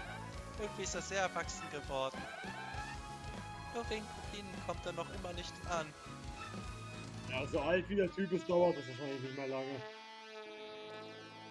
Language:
German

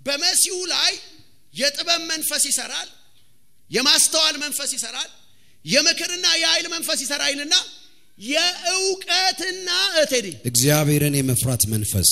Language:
Amharic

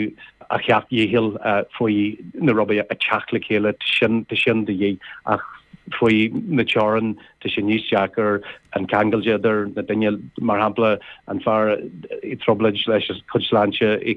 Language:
Irish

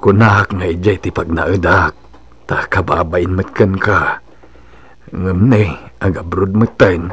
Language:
Iloko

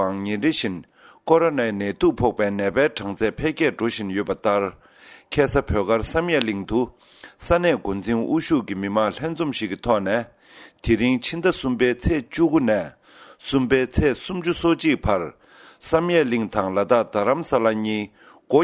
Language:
Tibetan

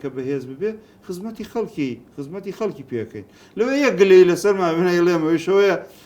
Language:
Central Kurdish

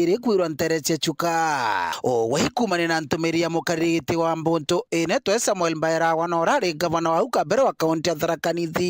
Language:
Meru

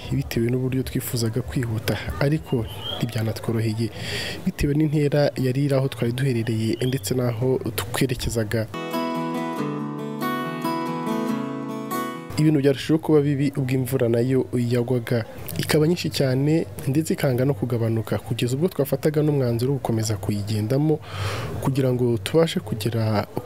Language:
Kinyarwanda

